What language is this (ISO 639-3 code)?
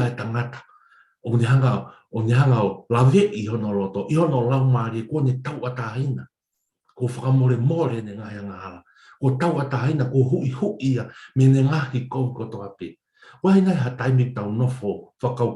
ton